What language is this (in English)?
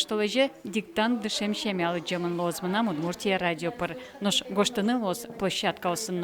Udmurt